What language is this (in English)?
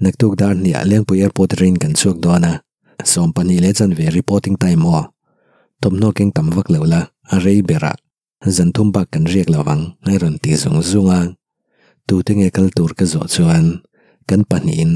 Mizo